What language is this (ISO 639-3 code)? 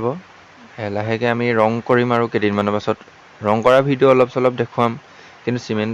asm